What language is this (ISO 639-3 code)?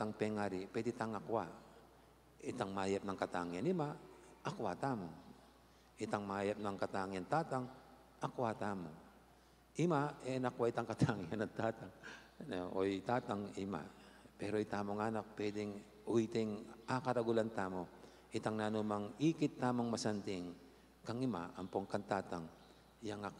pam